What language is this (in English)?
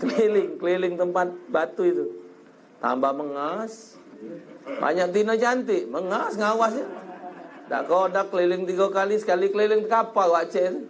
Musi